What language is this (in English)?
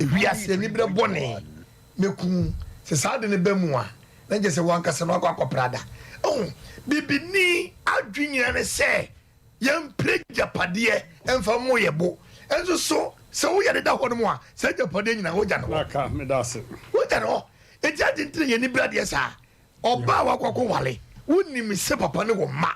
Akan